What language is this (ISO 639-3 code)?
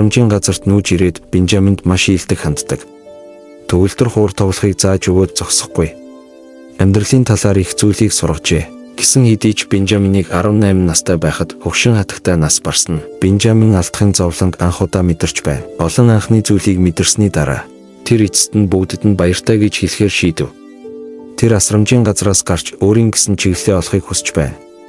mon